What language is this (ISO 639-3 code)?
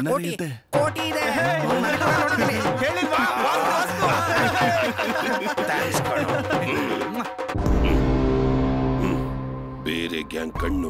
kan